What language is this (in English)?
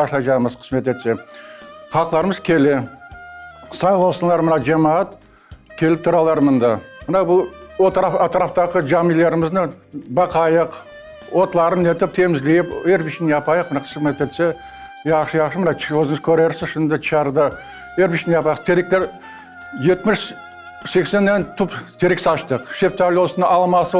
Crimean Tatar